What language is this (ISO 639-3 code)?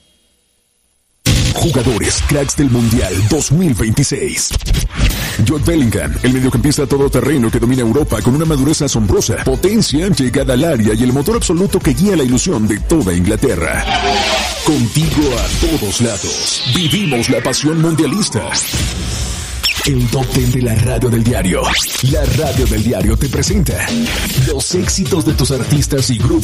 spa